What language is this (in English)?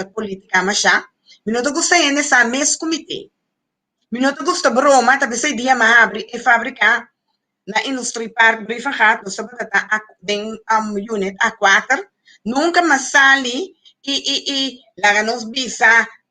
Papiamento